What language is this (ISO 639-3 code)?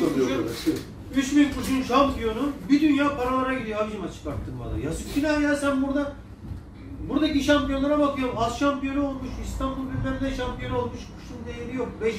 tur